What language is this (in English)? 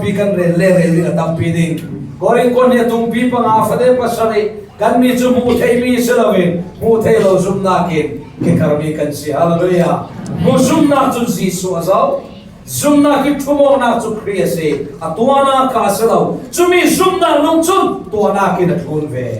Falam Chin